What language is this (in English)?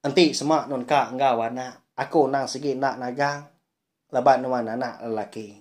Iban